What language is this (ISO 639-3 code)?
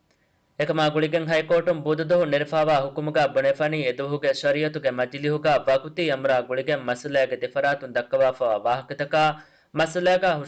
div